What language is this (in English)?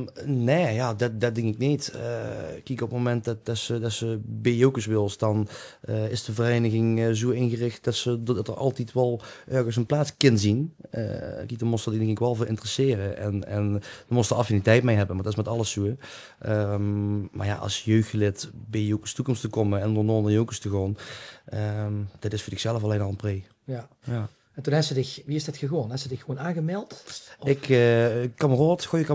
Limburgish